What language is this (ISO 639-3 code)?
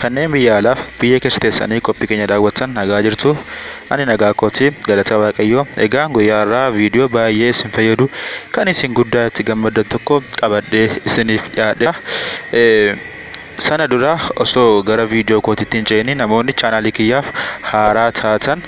orm